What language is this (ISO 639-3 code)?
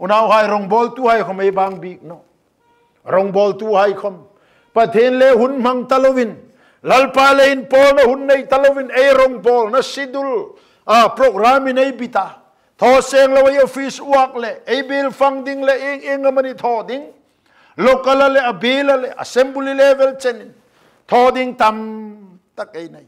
hmr